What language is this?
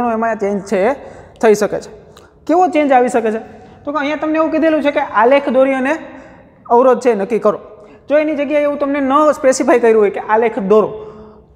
Gujarati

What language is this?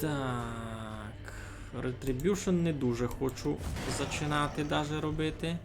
Rusyn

